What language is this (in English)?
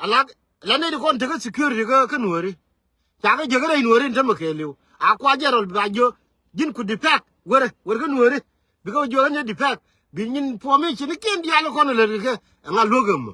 Nuer